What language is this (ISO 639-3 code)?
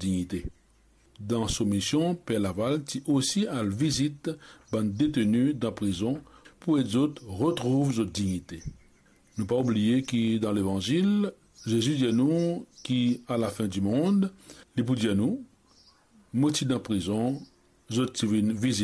mfe